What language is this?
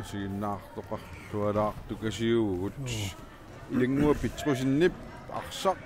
Kalaallisut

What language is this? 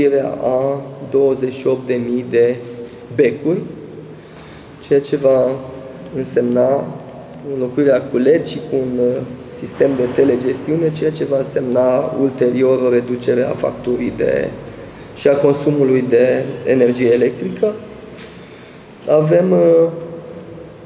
Romanian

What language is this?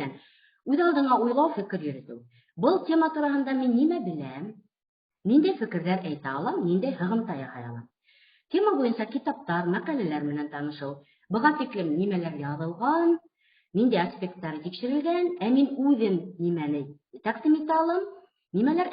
Bashkir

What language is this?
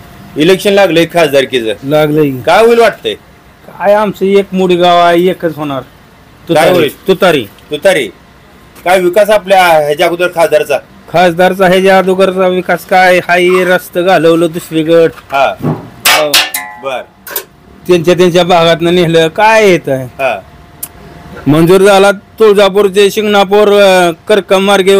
Marathi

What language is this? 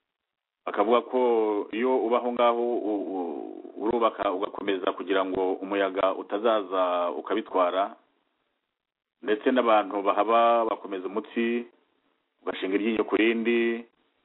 Kinyarwanda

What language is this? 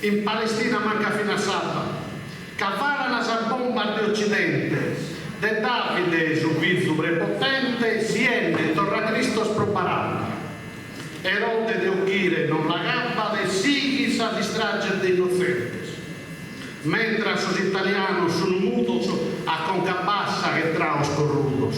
Sardinian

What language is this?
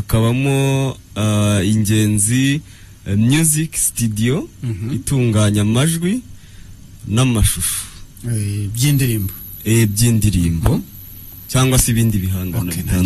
Kinyarwanda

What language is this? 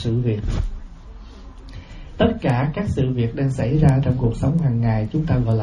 Vietnamese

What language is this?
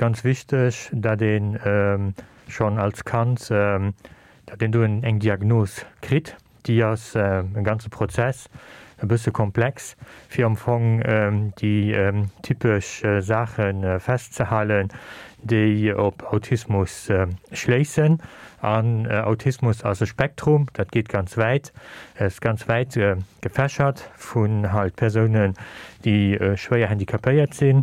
Luxembourgish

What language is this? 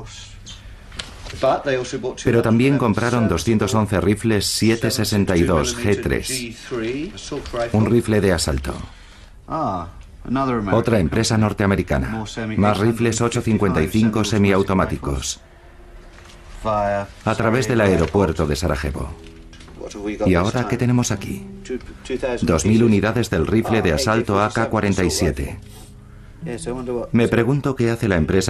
Spanish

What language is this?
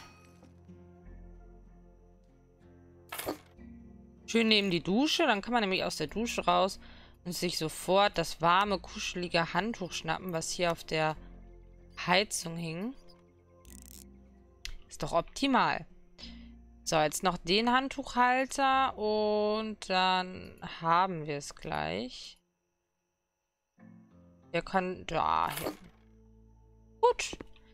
German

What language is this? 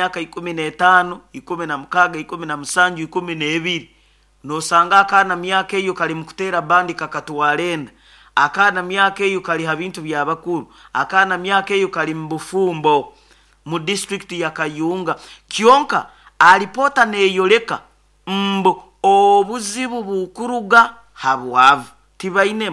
Nyoro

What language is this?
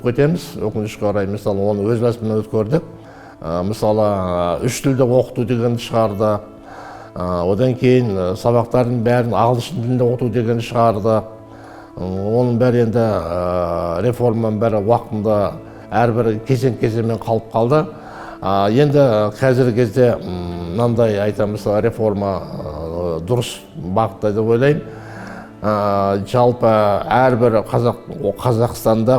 Kazakh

